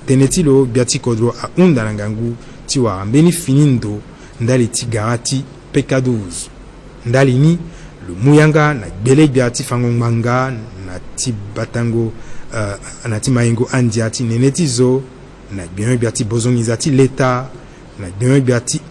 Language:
Sango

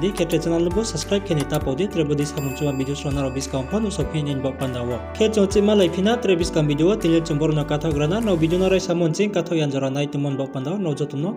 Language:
Riang (India)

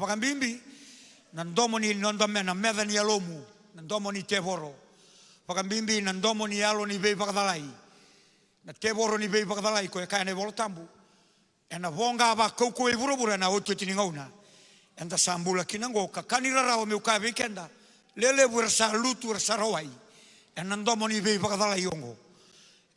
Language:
Fijian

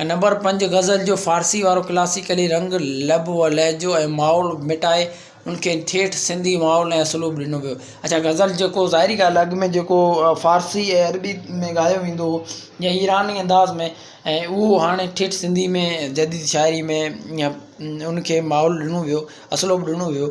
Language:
Sindhi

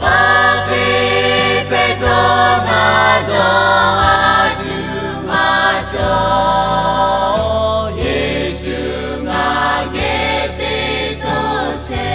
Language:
Lahu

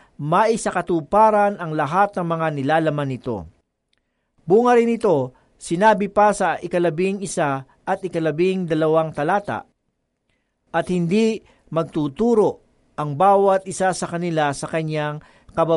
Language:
Filipino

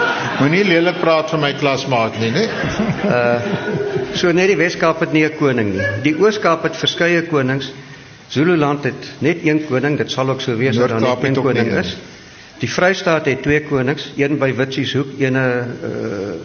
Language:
Afrikaans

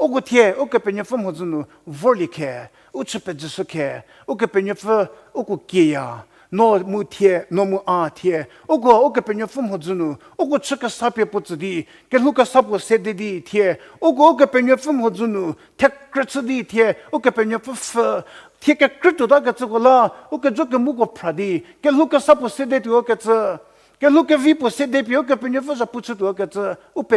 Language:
Angami Naga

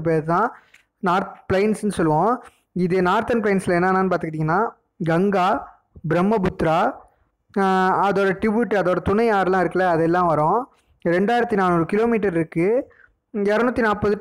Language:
Tamil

